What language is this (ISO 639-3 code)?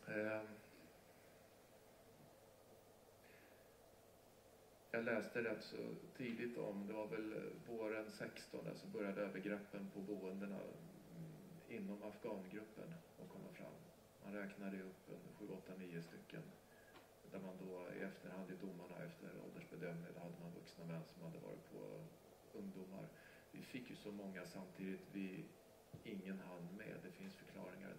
swe